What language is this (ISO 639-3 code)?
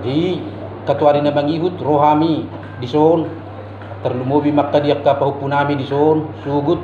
bbc